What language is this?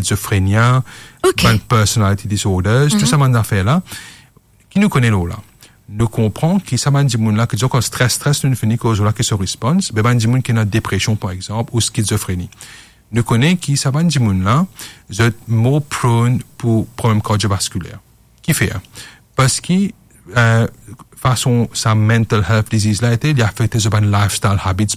Morisyen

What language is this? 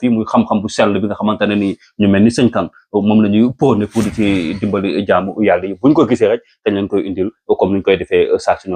Wolof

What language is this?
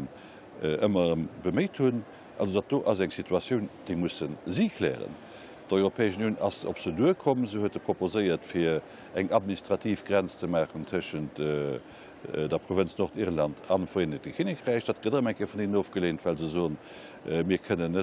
Luxembourgish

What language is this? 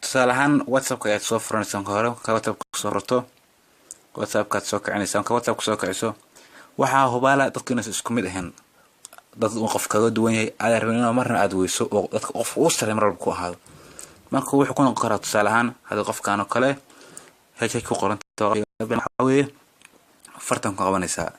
Somali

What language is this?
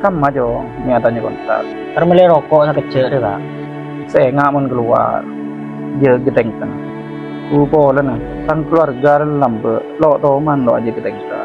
Madurese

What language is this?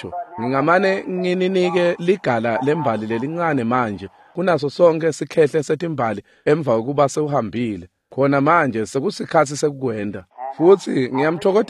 Swati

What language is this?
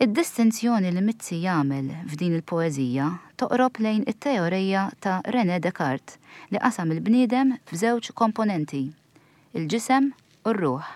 Maltese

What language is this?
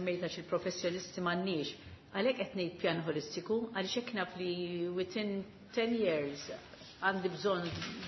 Maltese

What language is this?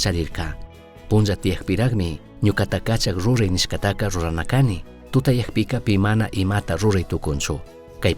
Chimborazo Highland Quichua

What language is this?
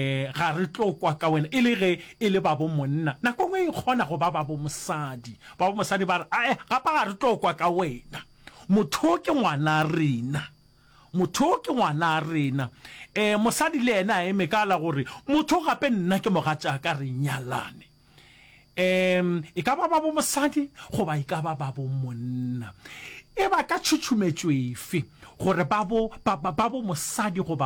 Northern Sotho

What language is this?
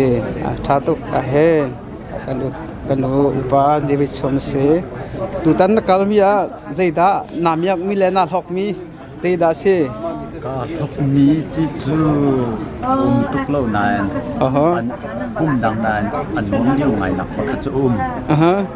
Hakha Chin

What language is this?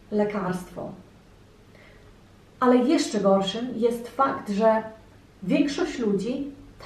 Polish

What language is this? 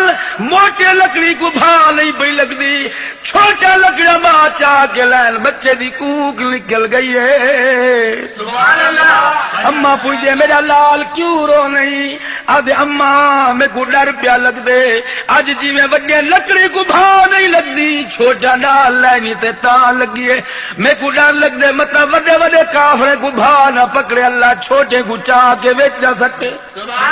Saraiki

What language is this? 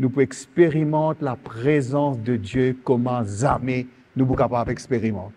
Morisyen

